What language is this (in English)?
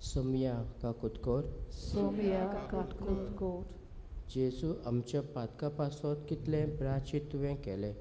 Konkani